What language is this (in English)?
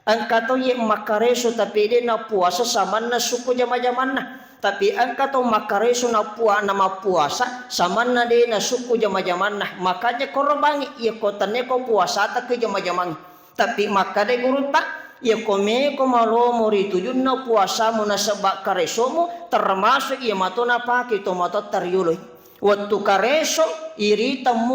Buginese